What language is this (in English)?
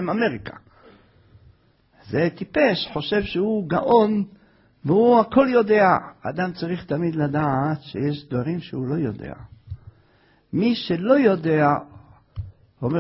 Hebrew